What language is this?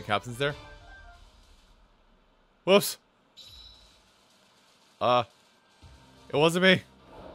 English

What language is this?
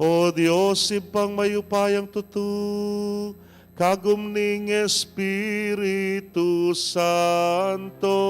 Pampanga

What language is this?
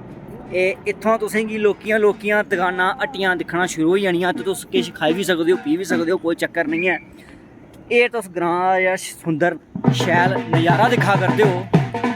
Dogri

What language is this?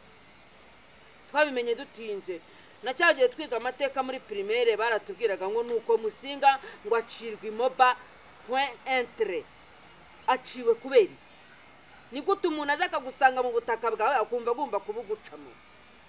Kinyarwanda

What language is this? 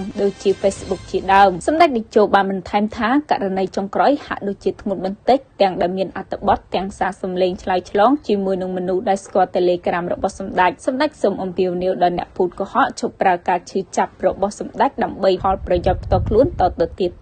Khmer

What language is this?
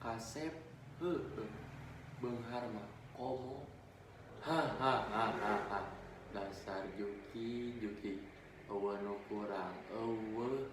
Sundanese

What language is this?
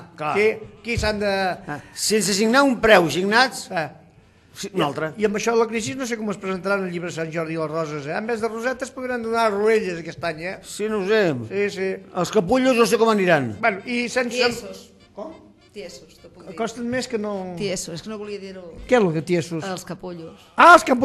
Catalan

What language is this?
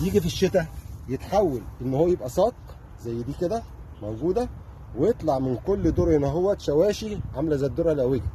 Egyptian Arabic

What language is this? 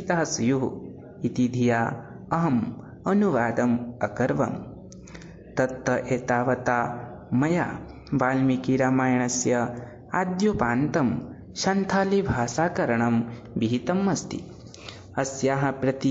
Sanskrit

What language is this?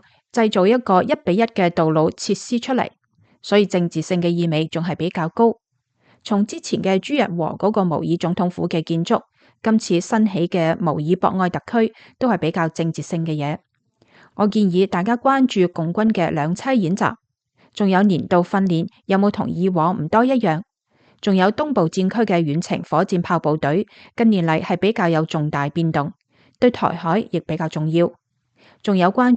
Cantonese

